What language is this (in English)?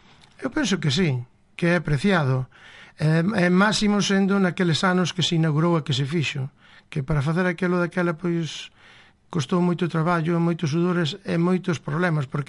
Galician